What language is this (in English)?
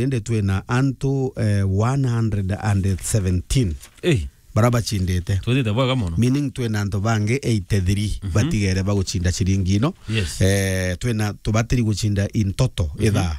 Meru